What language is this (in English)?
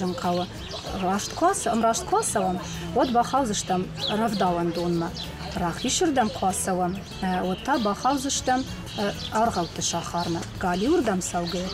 Ossetic